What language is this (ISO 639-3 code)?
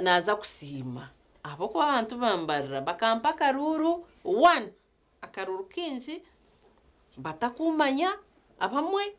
nyn